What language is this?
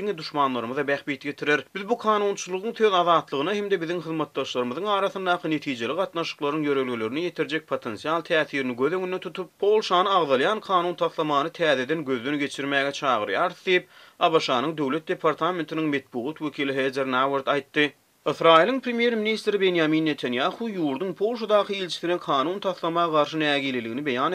Turkmen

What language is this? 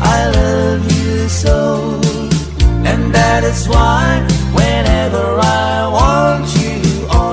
English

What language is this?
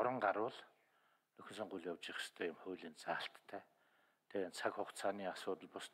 Mongolian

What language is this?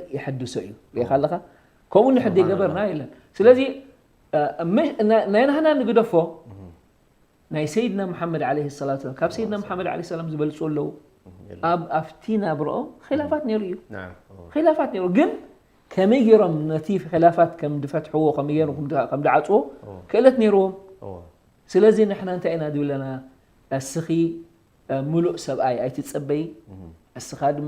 Tigrinya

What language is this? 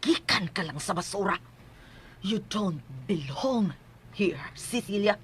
Cebuano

